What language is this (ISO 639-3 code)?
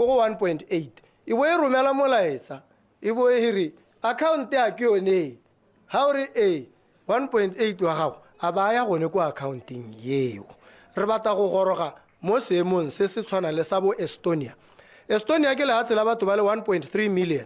tsn